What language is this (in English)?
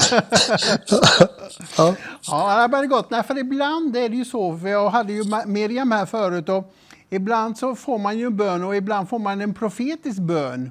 Swedish